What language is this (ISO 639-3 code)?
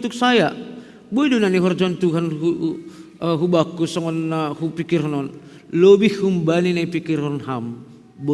bts